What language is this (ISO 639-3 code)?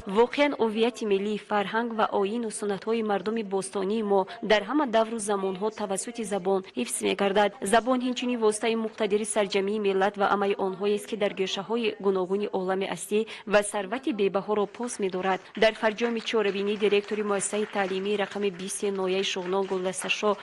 tgk